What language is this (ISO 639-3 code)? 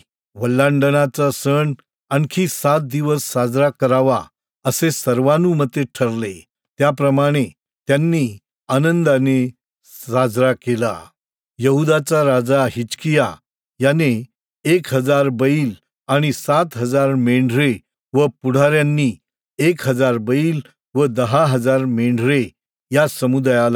mar